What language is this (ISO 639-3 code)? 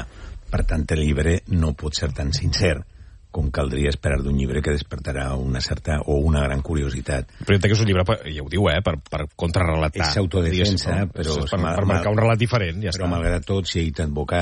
cat